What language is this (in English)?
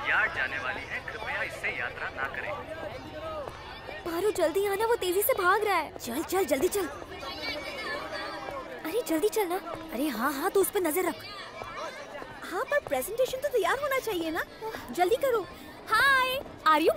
Hindi